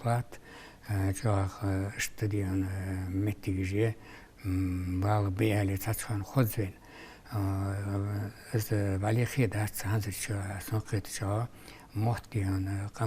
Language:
Ingush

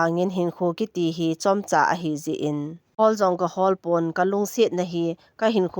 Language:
Thado Chin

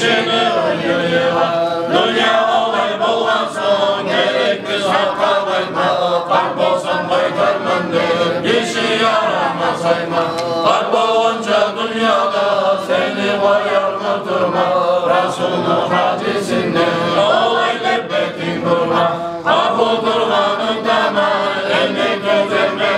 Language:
Kumyk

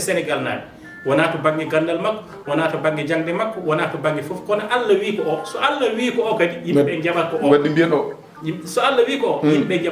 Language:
Fula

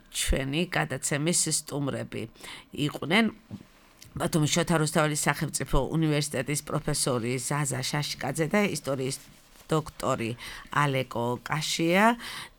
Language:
Georgian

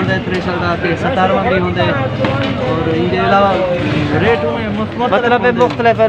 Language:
Saraiki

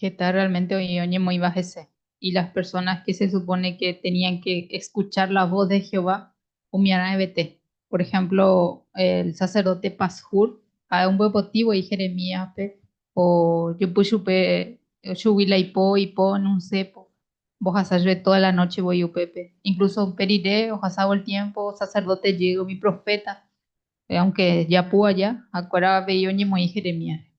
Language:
Guarani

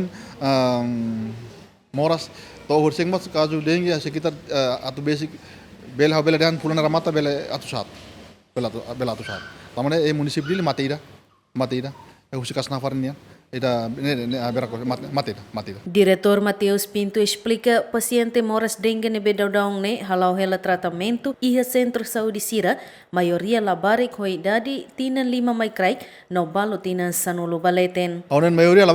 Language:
Tetum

